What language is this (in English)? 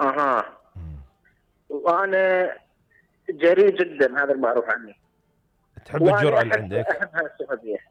Mesopotamian Arabic